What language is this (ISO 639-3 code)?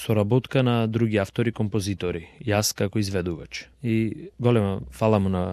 mkd